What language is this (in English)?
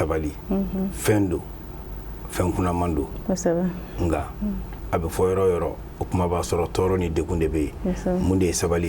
Bambara